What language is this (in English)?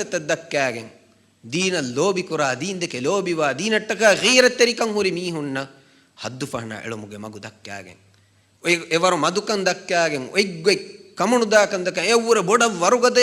Divehi